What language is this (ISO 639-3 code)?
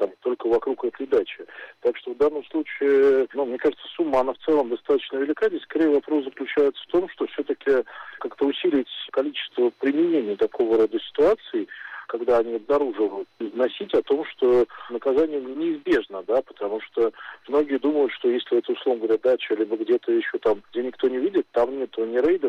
rus